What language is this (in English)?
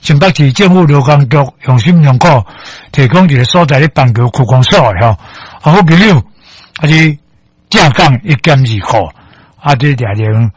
Min Nan Chinese